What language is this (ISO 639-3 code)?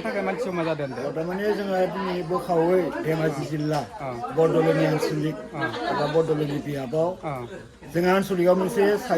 brx